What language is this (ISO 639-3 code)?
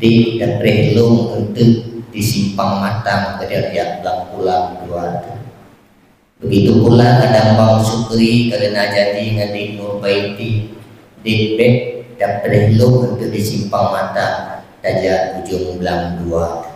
ace